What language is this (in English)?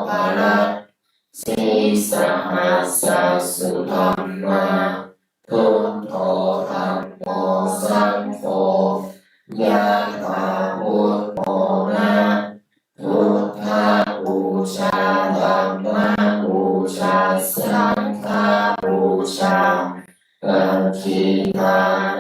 Pali